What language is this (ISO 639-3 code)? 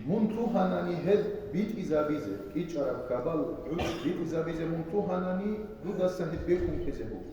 ava